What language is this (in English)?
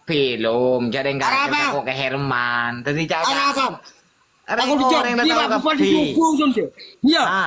Madurese